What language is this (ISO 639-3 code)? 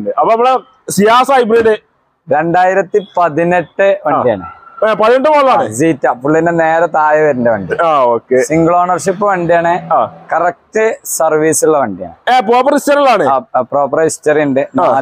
mal